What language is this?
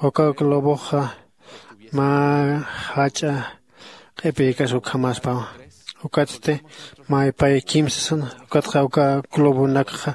Aymara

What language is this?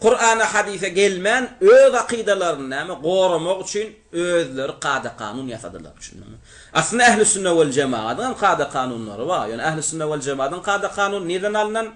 Turkmen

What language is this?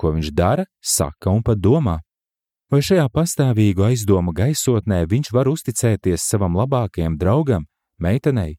Latvian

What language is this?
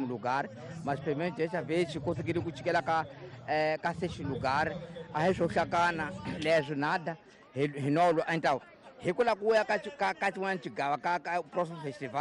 Tsonga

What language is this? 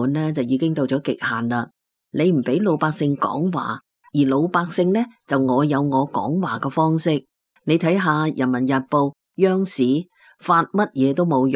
Cantonese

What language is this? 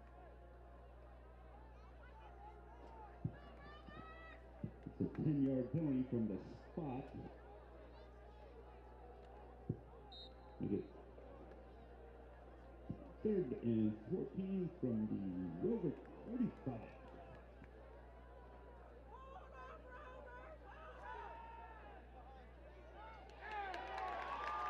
English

